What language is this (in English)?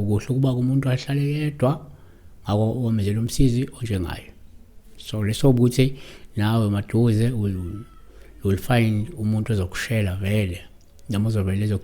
Zulu